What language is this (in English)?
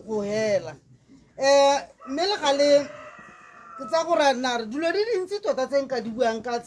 Tswana